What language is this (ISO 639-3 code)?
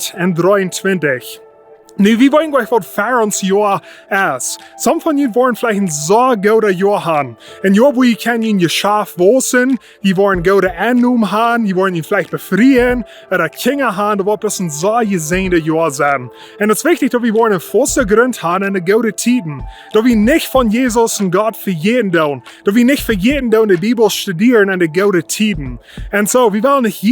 pdt